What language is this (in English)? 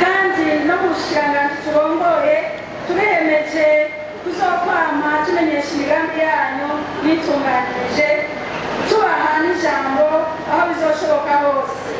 Rundi